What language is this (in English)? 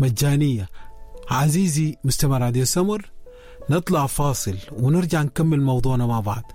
Sudanese Arabic